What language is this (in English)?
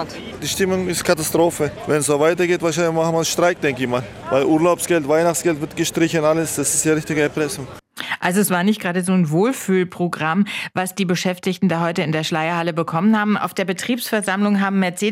German